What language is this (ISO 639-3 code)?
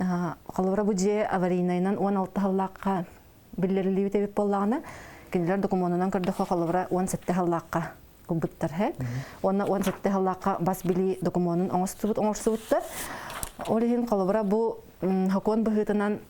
sah